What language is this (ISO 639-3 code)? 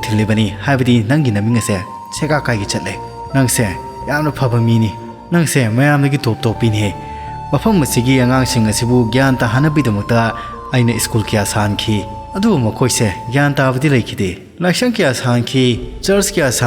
mni